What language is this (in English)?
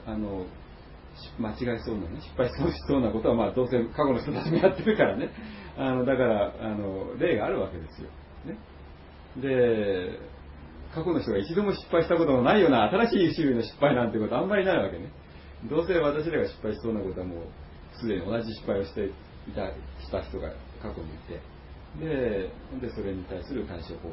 Japanese